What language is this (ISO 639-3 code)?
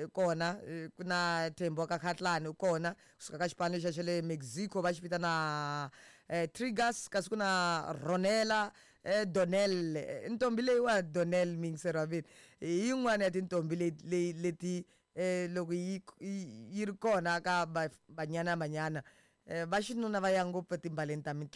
tso